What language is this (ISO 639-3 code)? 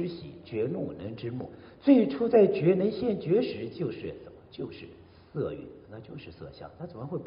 zho